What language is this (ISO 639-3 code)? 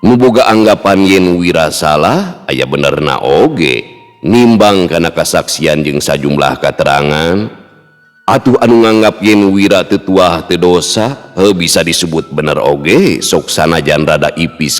sun